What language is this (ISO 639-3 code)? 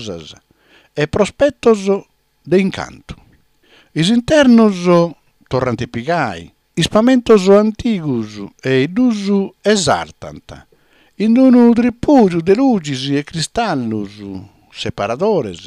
srd